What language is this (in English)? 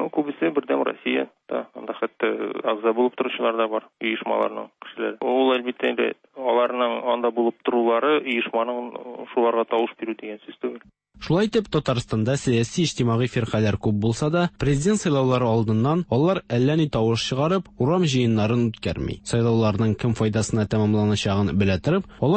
Tatar